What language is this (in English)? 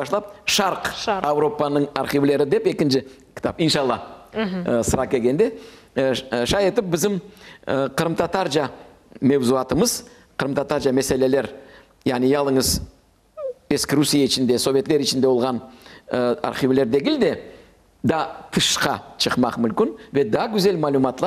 Crimean Tatar